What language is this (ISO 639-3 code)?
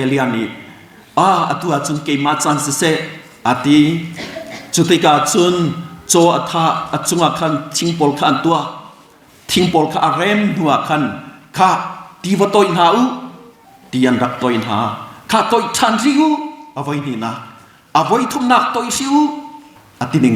cnh